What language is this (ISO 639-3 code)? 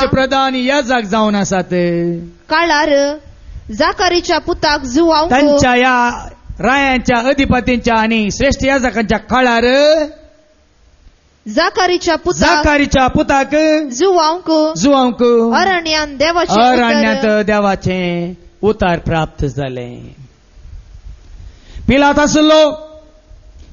kok